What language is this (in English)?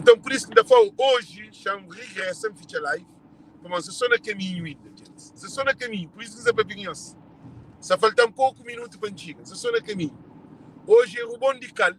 Kabuverdianu